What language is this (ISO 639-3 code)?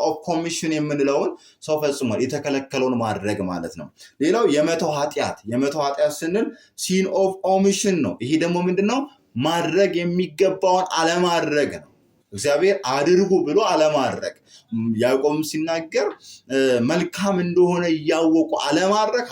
amh